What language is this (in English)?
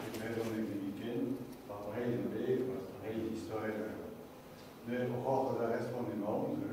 Breton